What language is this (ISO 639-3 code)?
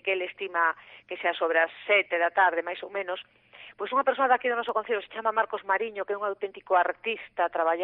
glg